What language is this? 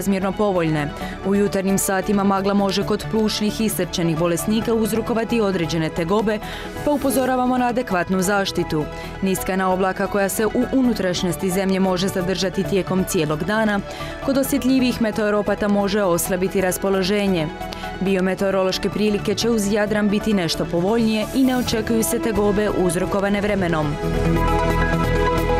Croatian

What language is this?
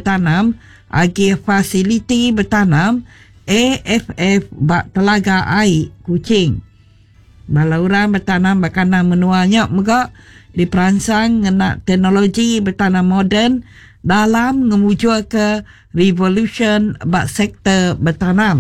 Iban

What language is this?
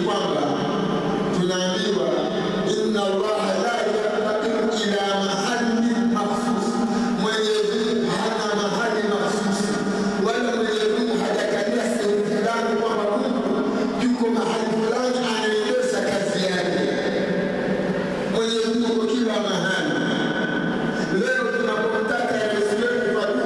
Swahili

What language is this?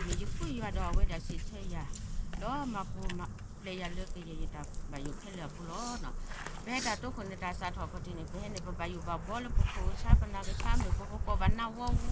S'gaw Karen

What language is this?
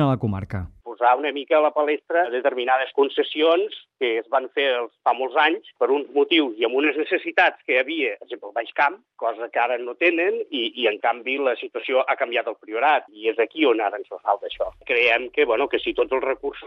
Catalan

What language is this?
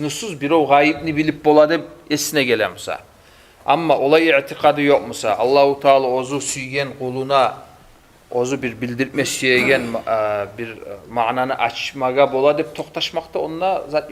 Kumyk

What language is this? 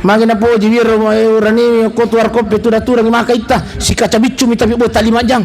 Buginese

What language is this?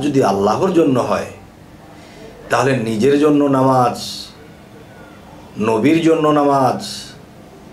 Bangla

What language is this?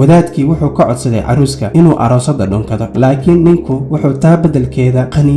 Somali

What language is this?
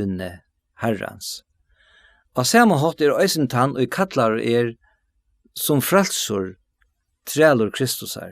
Faroese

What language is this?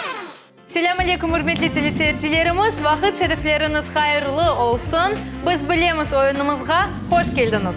Crimean Tatar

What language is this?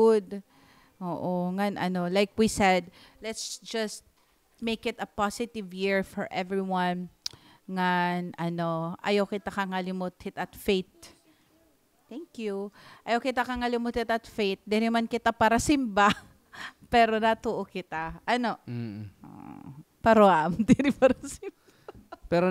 Waray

